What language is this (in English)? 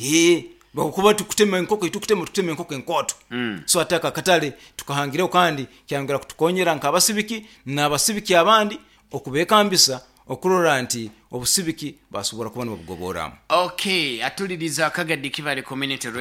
Nyoro